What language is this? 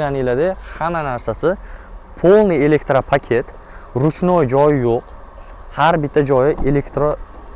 Uzbek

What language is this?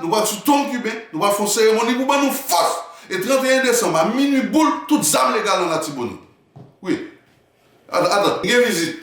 Haitian Creole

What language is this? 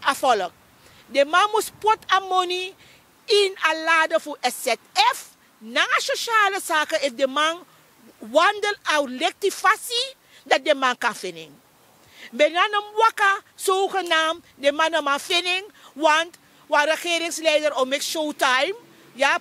Sranan Tongo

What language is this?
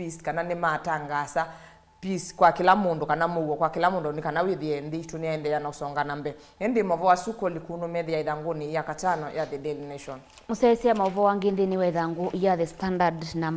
Kamba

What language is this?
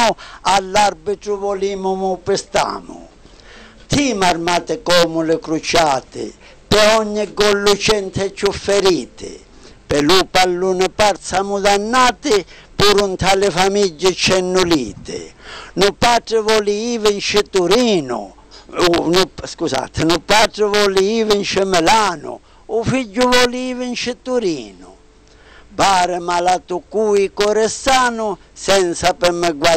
Sicilian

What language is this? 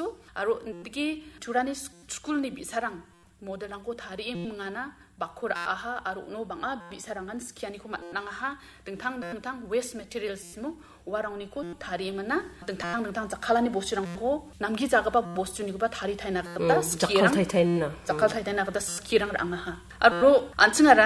Garo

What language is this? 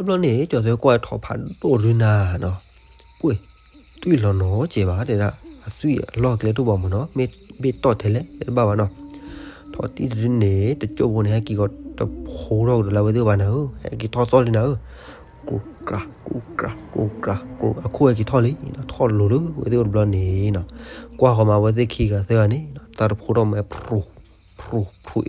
S'gaw Karen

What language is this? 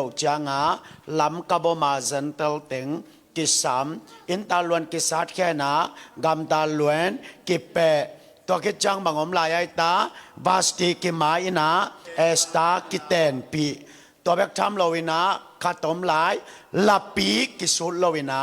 Tedim Chin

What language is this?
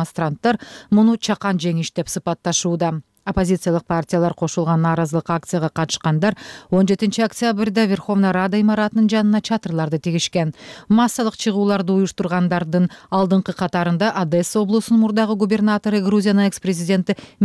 Kyrgyz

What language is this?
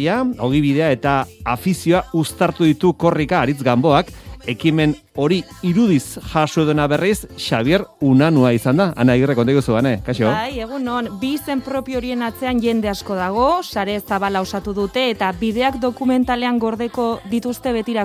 Basque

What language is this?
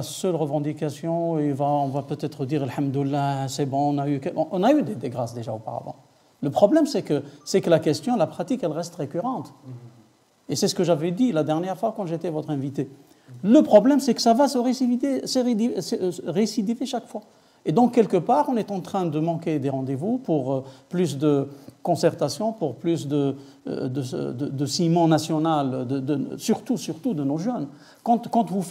French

